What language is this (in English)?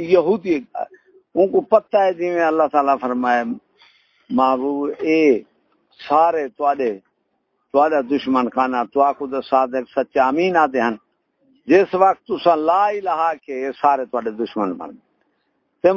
Saraiki